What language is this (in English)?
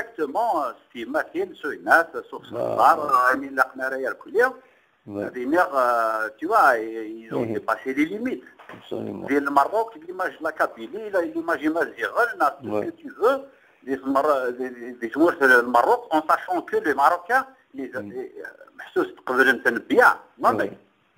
Kabyle